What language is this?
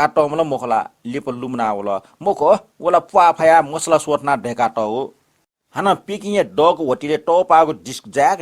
Newari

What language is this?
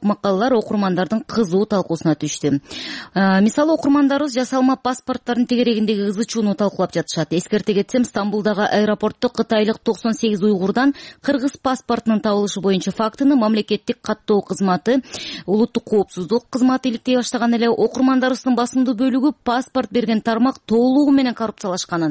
Kyrgyz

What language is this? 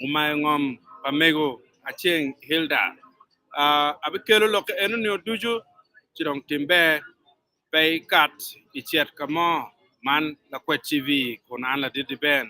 Acoli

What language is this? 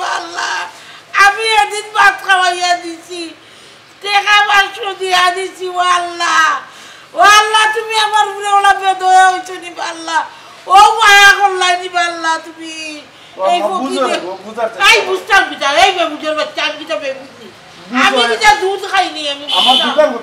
Sylheti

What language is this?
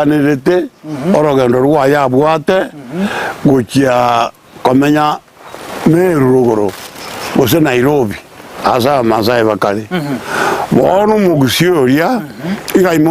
Gusii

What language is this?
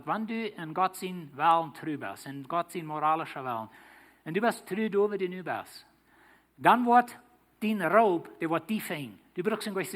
Plautdietsch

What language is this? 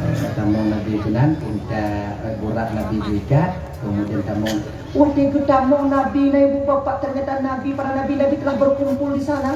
Achinese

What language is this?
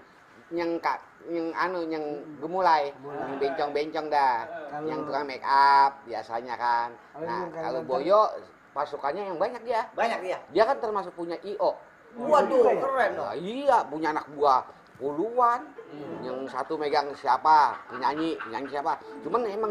Betawi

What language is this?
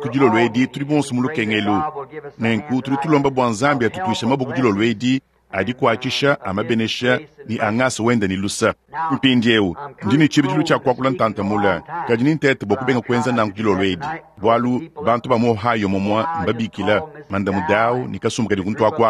Luba-Lulua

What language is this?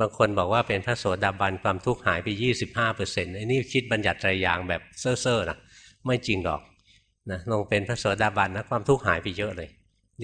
Thai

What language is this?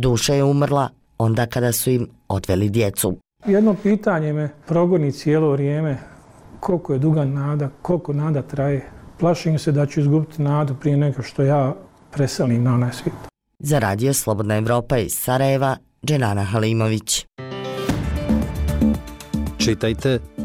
Bosnian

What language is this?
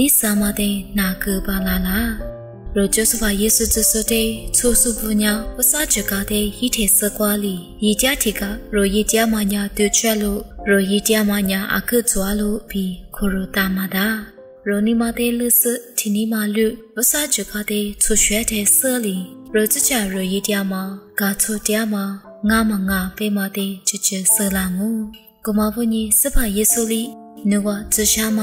Lisu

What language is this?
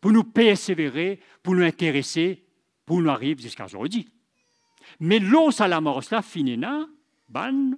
Morisyen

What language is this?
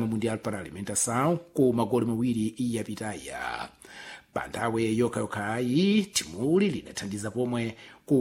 Sena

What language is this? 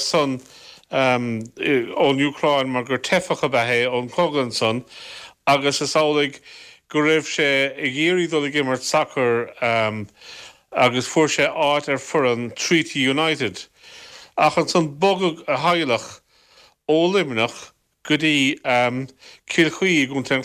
Irish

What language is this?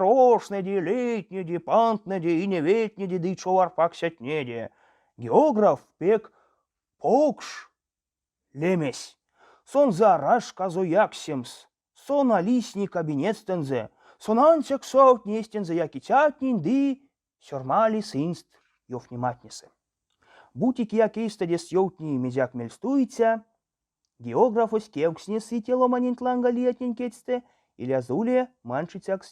Erzya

